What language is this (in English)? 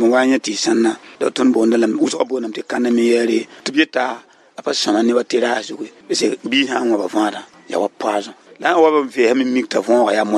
Mossi